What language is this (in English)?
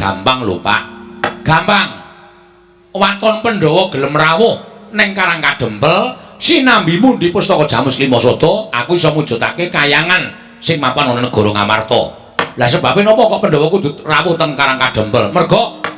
Javanese